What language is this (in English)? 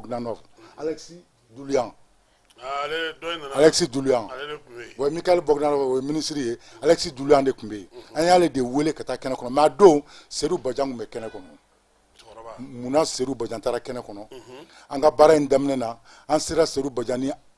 Bambara